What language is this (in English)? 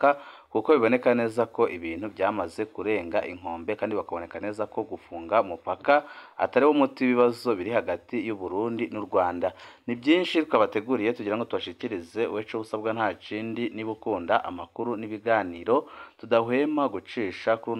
Rundi